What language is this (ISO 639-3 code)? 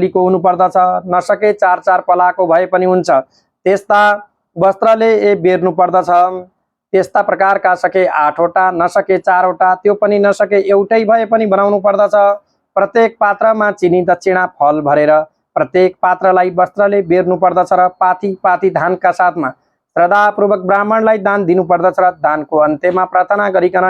nep